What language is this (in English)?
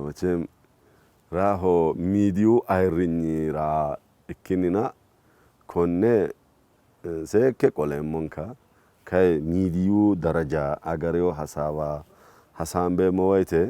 Sidamo